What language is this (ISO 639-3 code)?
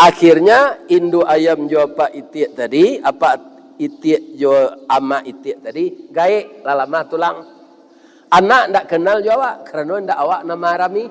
min